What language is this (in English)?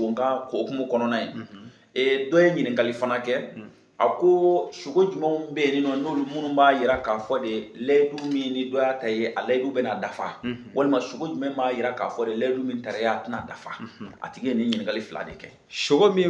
Bambara